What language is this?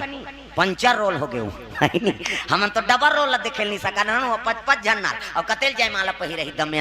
Chhattisgarhi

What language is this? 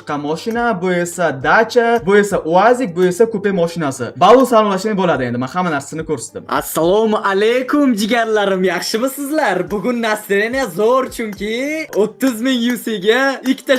Uzbek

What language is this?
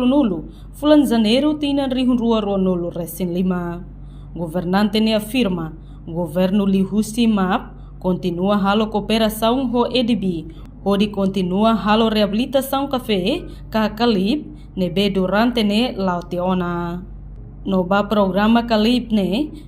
Tetum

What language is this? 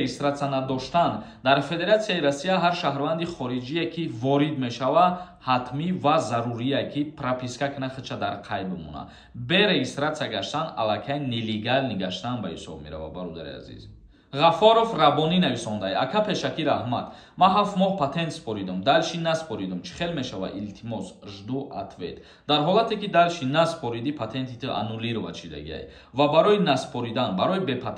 Tajik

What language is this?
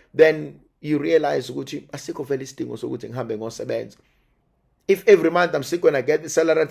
Zulu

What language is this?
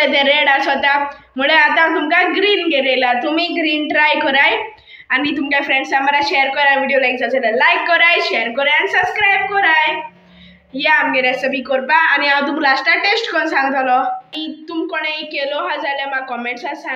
Konkani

